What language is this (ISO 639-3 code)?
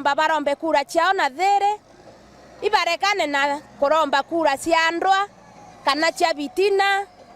mer